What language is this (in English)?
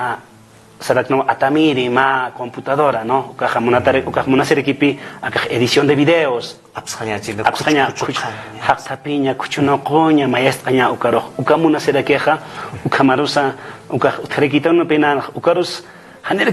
Aymara